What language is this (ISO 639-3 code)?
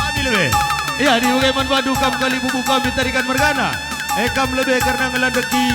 btx